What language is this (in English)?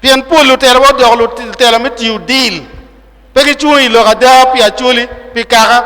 Acoli